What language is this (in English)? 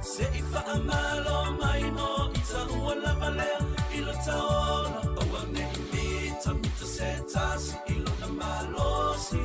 Samoan